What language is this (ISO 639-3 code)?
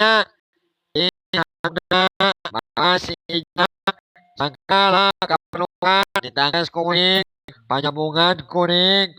sun